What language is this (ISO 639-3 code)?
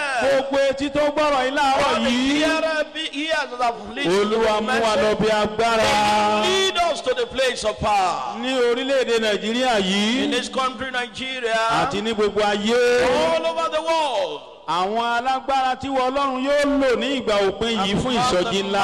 yor